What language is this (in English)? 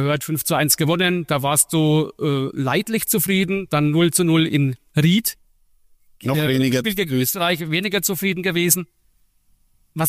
German